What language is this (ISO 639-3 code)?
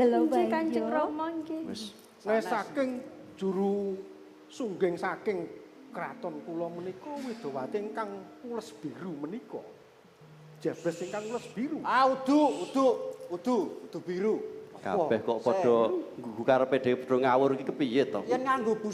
jav